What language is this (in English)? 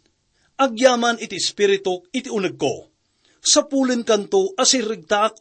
Iloko